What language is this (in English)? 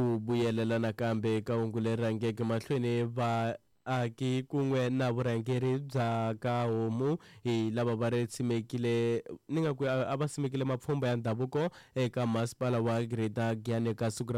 Tsonga